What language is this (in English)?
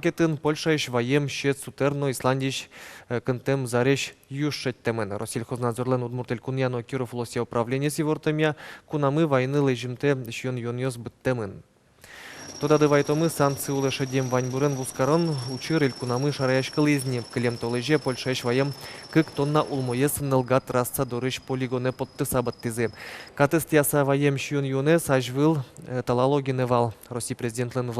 Udmurt